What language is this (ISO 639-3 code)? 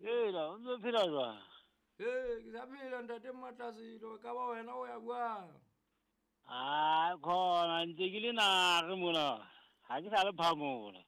sot